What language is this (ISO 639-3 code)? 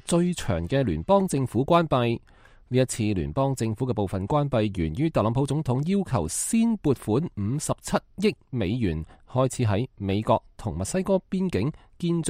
yue